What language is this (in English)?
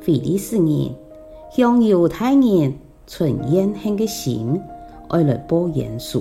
Hakka Chinese